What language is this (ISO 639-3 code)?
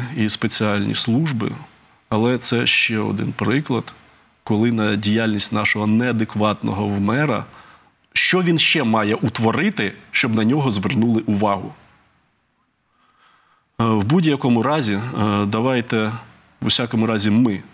ukr